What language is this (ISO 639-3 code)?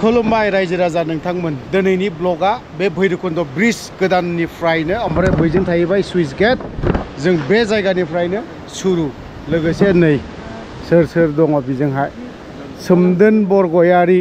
brx